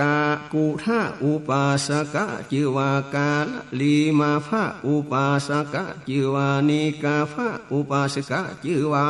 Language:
Northern Thai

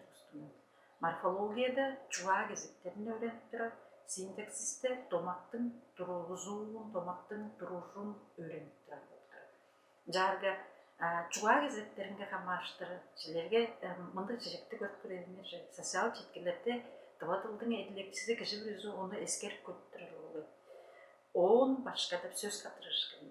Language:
Tuvinian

